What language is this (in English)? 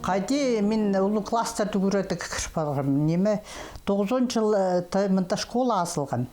Khakas